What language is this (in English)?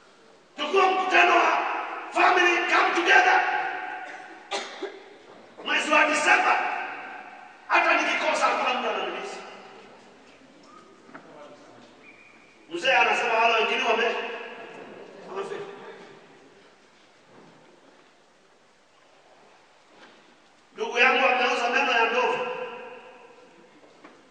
Swahili